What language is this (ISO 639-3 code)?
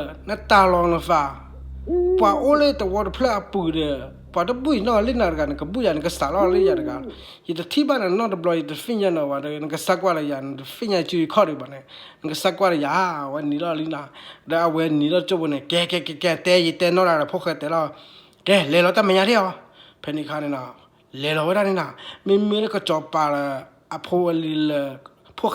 ksw